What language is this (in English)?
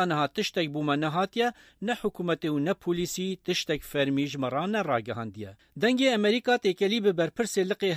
Kurdish